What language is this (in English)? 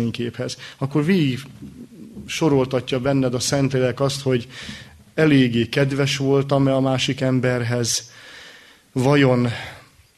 Hungarian